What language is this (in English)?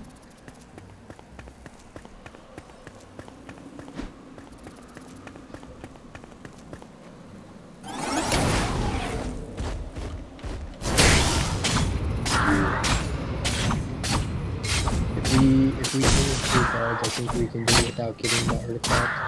English